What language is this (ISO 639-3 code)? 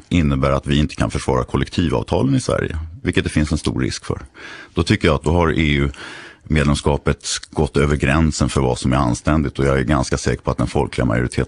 swe